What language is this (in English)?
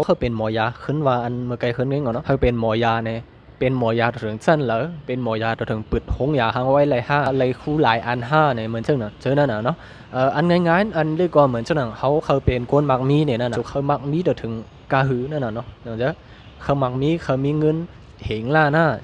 Shan